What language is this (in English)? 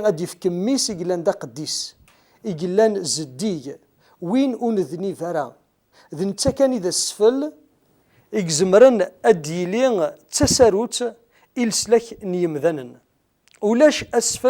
Kabyle